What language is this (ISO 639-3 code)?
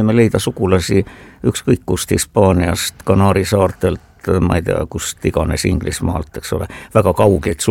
est